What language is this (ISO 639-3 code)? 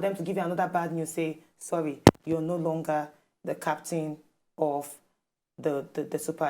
pcm